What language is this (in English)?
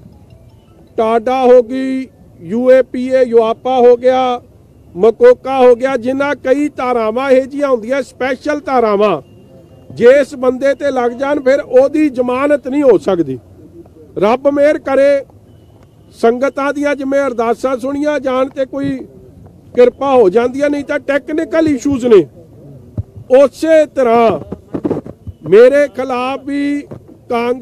Punjabi